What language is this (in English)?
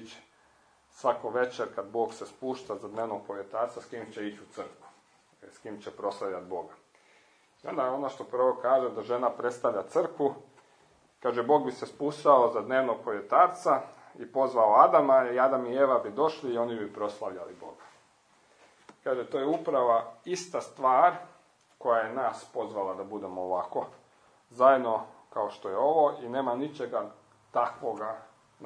Croatian